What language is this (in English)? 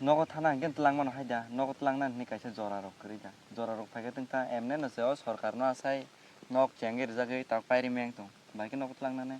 Kok Borok